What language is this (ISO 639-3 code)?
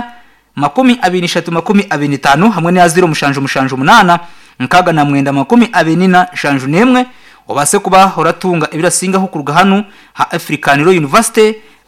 nyn